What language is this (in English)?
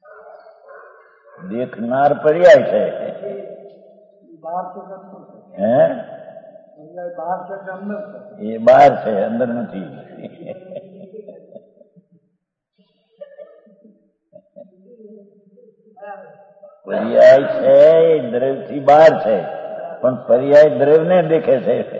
Gujarati